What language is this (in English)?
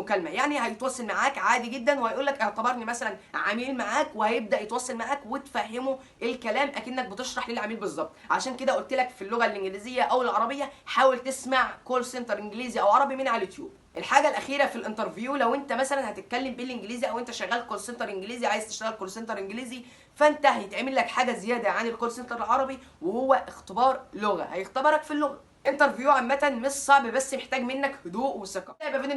Egyptian Arabic